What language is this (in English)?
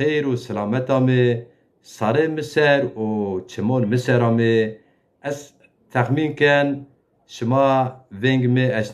Zaza